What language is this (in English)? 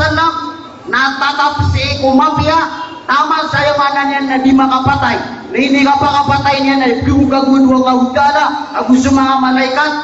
Maranao